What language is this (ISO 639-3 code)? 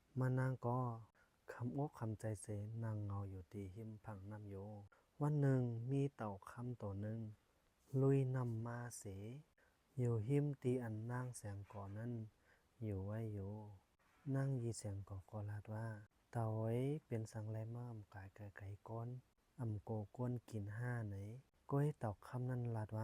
shn